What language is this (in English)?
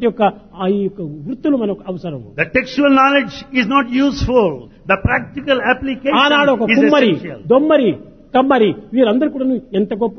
Telugu